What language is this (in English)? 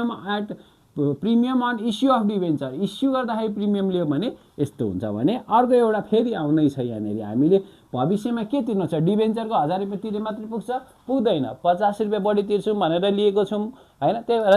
Nepali